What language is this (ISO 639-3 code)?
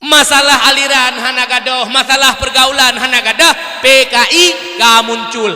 ace